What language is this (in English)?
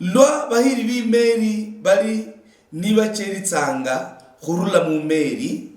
Luyia